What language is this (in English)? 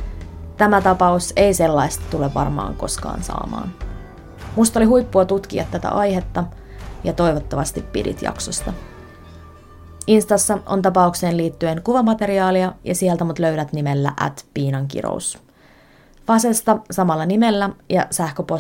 Finnish